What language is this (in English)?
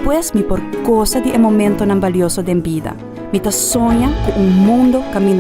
Papiamento